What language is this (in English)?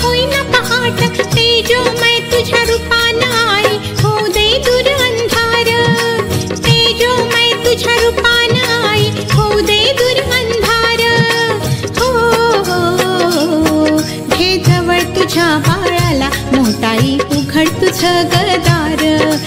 Marathi